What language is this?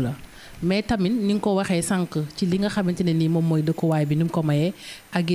Wolof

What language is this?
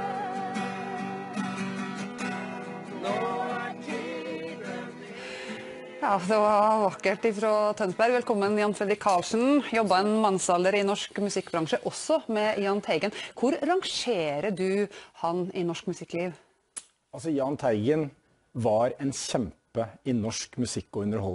Norwegian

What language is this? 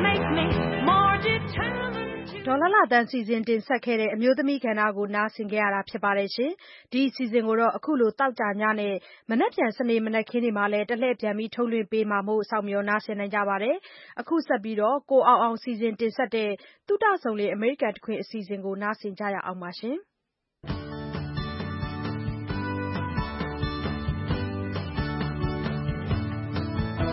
Burmese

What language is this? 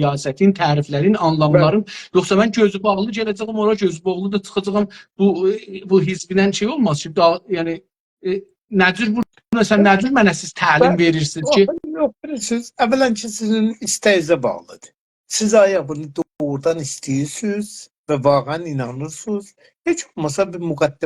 South Azerbaijani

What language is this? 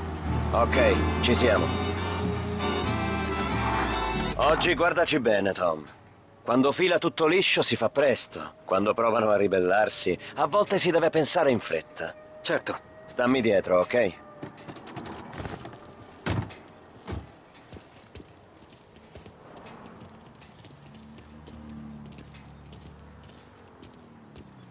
Italian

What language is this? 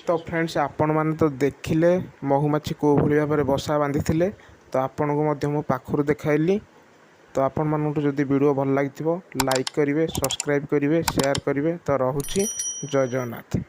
Odia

